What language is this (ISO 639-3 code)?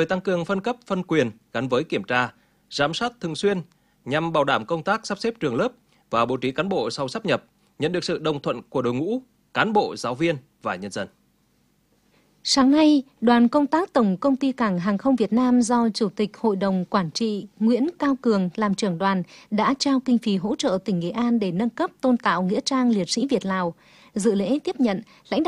vie